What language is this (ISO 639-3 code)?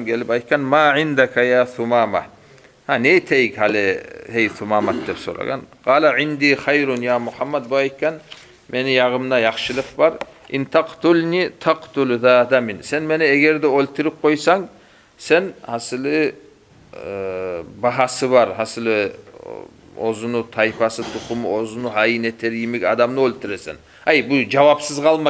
kum